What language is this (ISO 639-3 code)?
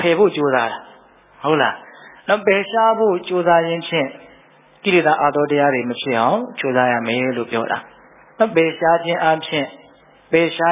mya